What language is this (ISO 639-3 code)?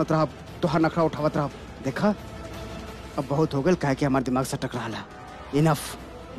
bho